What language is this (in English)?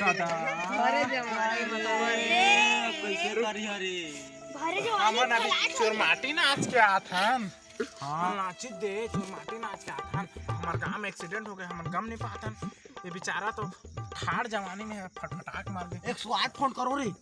Chhattisgarhi